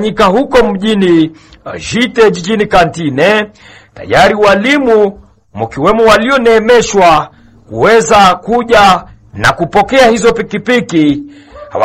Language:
Swahili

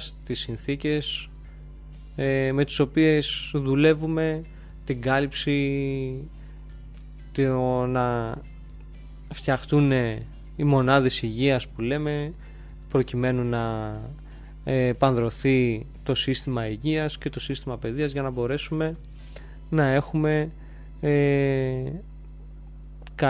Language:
Greek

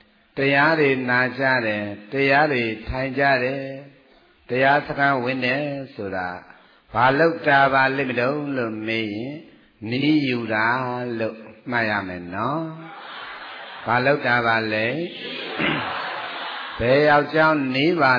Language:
Burmese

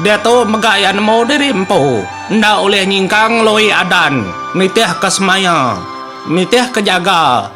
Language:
Iban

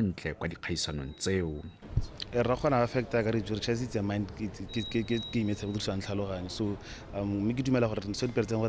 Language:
Tswana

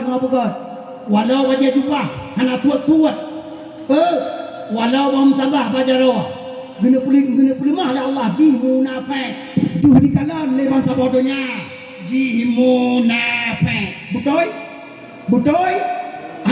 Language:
Achinese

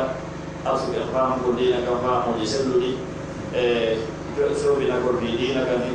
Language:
Pular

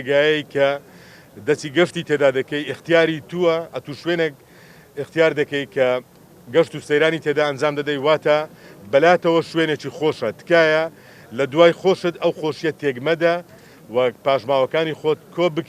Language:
Central Kurdish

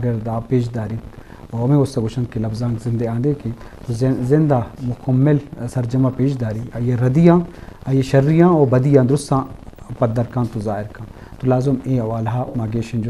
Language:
Eastern Balochi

